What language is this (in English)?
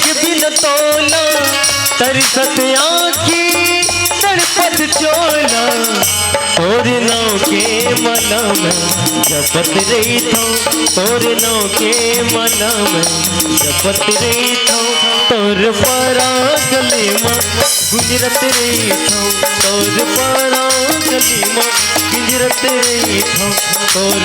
Chhattisgarhi